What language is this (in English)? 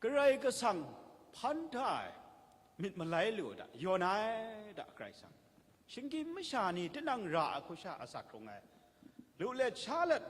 Kachin